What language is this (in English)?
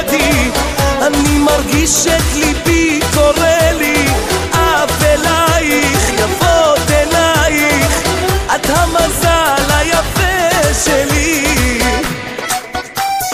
Hebrew